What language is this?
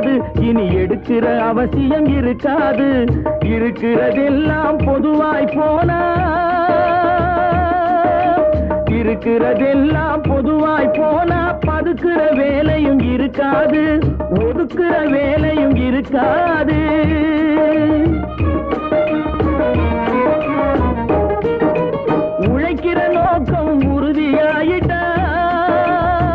Tamil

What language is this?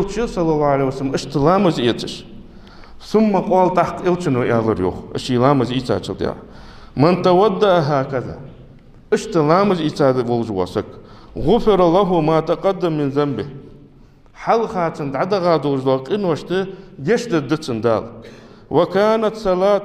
Ingush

